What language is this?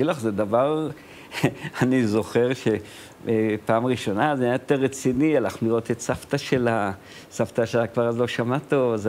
Hebrew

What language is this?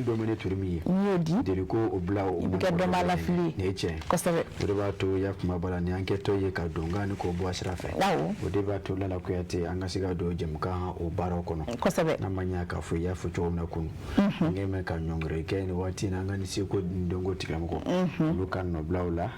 Bambara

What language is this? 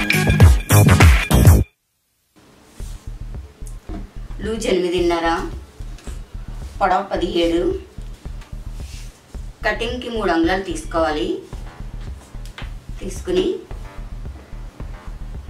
Telugu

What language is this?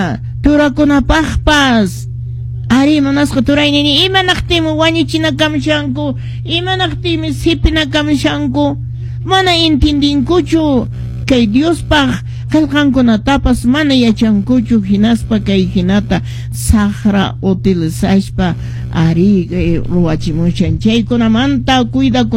Quechua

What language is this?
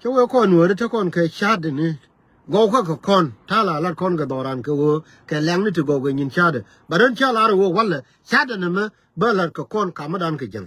Nuer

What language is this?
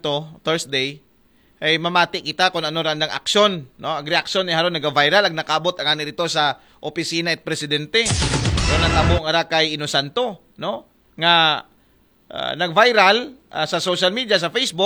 Aklanon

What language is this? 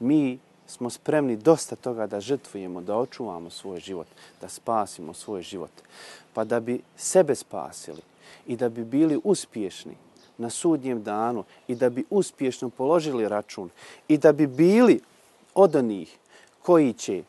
Bosnian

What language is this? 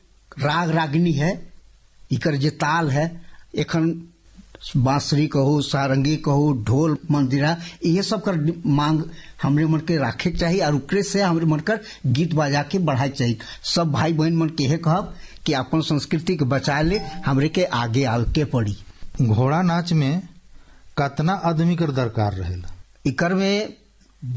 Sadri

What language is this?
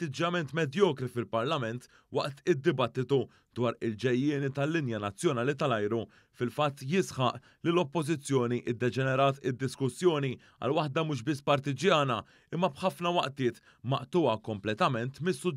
Maltese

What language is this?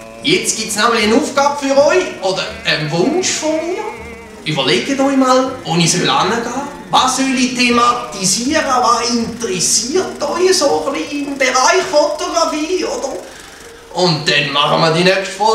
Swiss German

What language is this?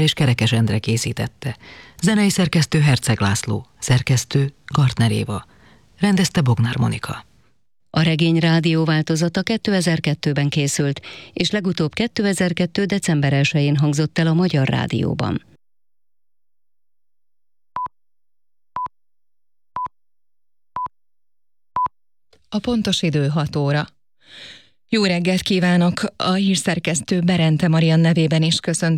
Hungarian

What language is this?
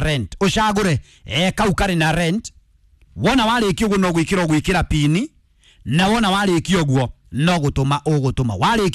Kikuyu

